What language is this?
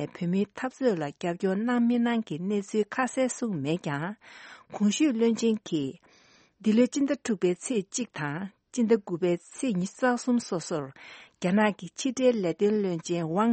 Tibetan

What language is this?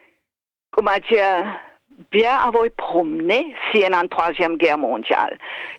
Morisyen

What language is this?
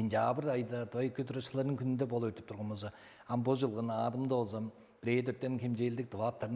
Tuvinian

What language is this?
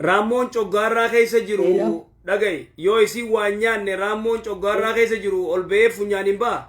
Oromo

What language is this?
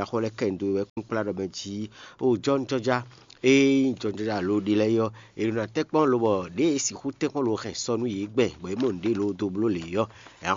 Fon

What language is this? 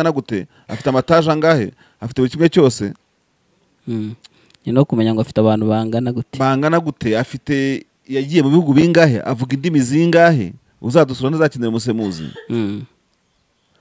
Kinyarwanda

